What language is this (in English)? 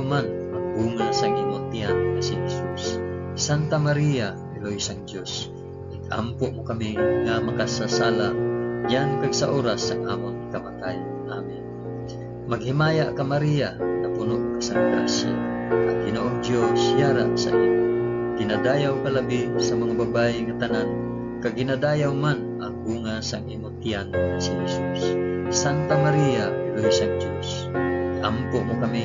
Hiligaynon